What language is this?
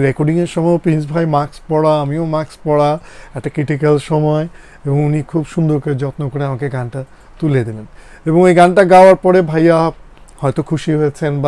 Bangla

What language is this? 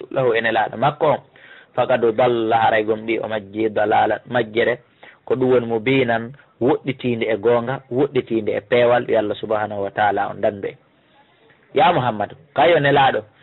Fula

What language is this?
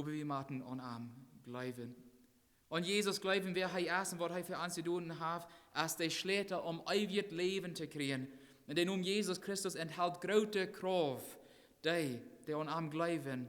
Plautdietsch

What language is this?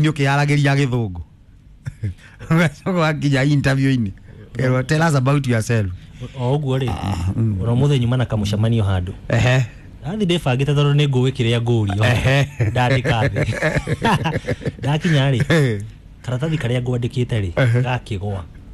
Kikuyu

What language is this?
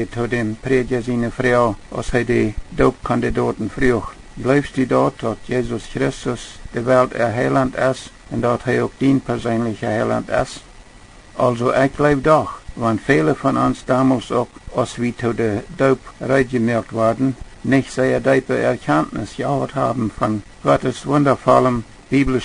Plautdietsch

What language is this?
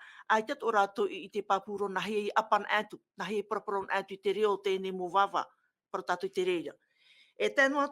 Tahitian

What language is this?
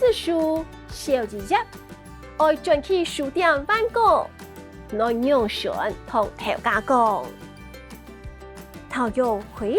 Hakka Chinese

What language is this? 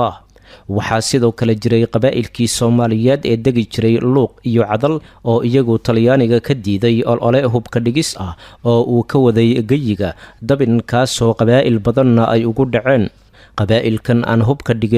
Somali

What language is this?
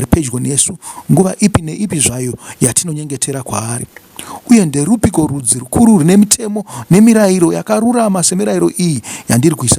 Shona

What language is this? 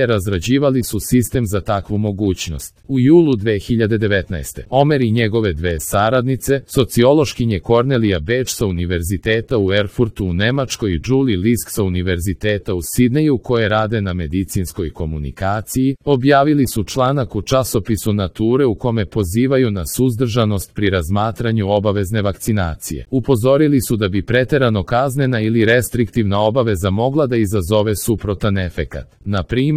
Serbian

